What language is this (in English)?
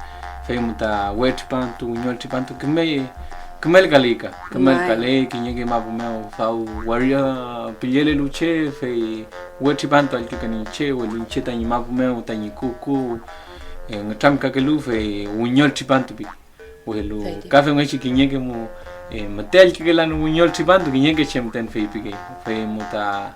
Mapuche